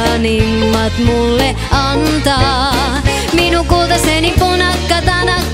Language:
Finnish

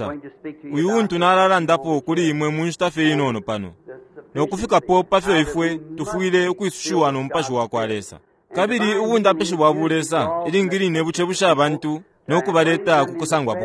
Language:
Bemba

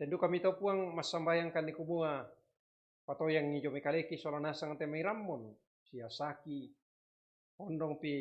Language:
Toraja-Sa'dan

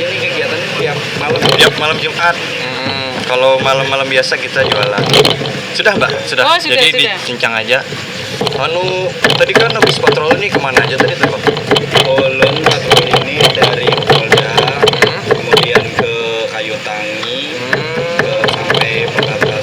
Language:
Banjar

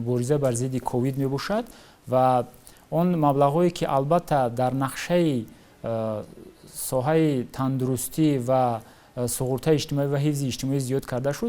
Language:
Tajik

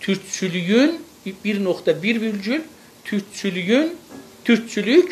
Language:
South Azerbaijani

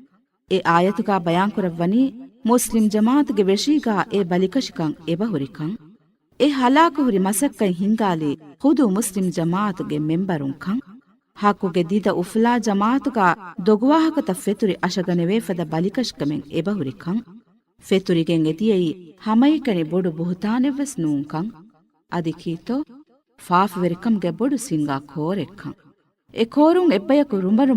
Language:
Divehi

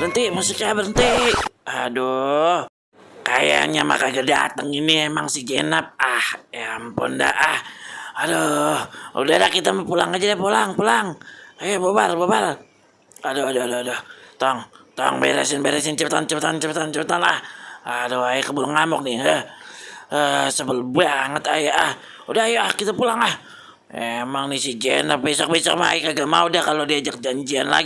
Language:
Betawi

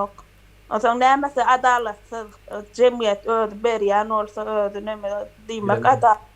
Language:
Turkmen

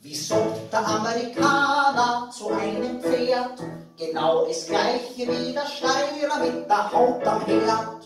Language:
Bavarian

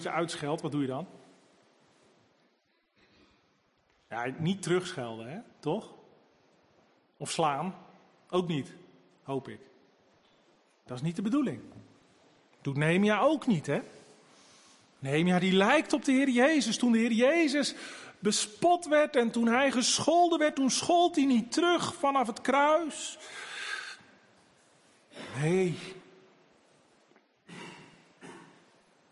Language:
Dutch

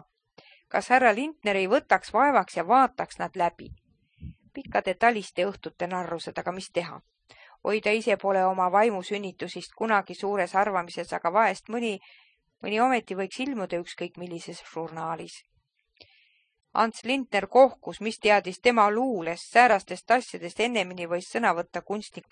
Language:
Estonian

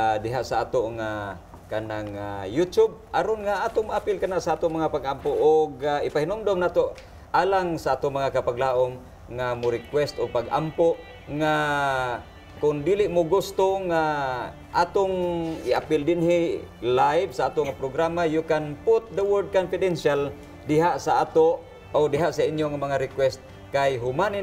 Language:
Cebuano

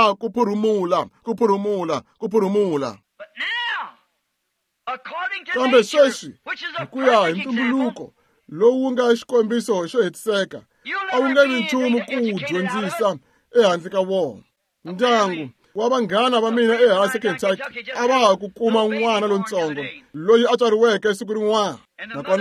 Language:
Tsonga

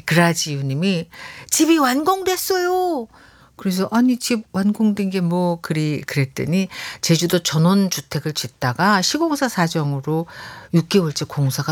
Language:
Korean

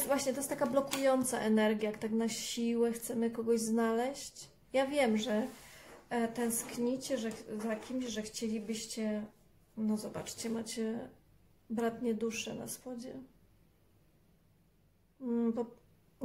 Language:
Polish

